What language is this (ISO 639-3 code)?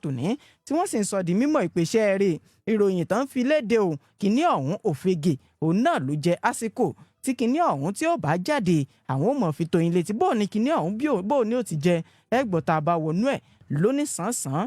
yor